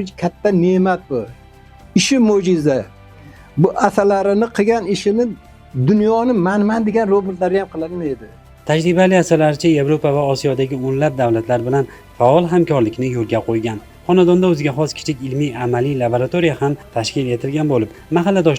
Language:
Uzbek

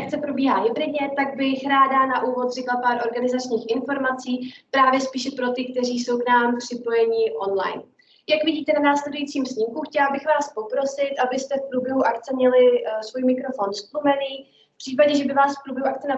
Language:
Czech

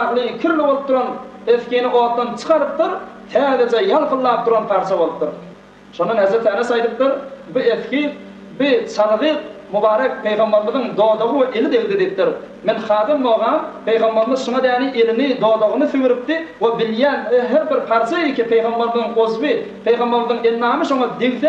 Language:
Turkmen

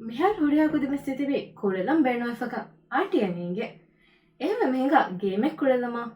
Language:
Divehi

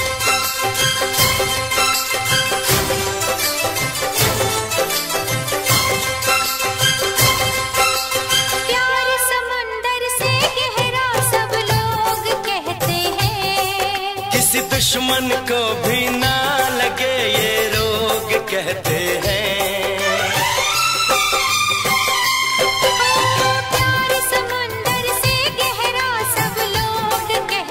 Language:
Hindi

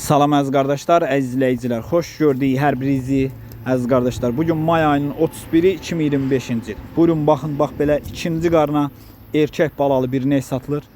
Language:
Azerbaijani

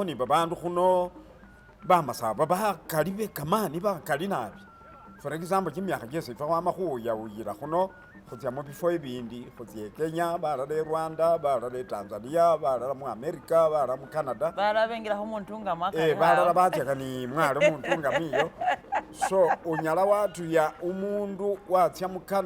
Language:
Masaaba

